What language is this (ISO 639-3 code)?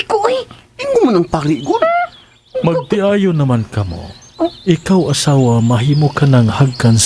ceb